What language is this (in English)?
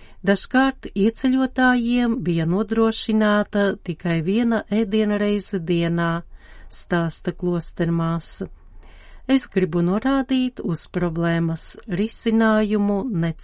Latvian